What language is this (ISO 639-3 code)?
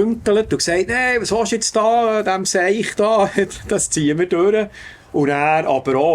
gsw